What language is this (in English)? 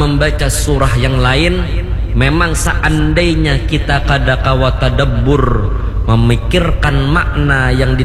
Banjar